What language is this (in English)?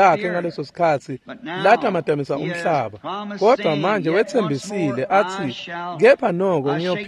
Swati